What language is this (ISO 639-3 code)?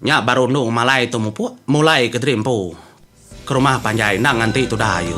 iba